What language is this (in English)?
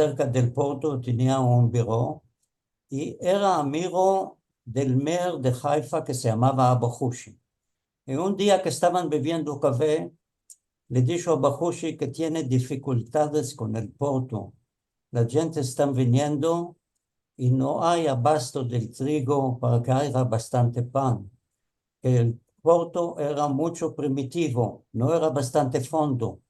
Ladino